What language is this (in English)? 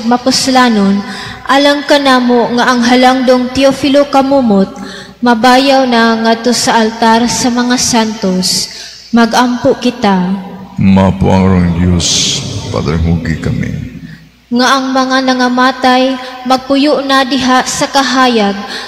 Cebuano